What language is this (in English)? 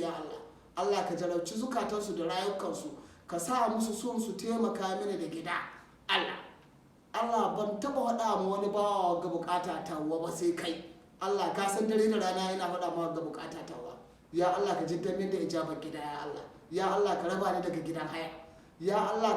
Hausa